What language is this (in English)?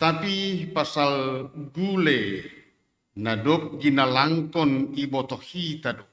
Batak Simalungun